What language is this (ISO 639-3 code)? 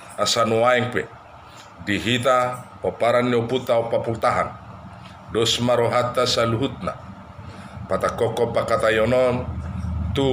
bbc